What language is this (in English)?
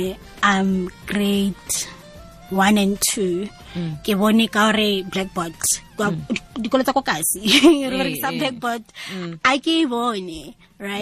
Tswana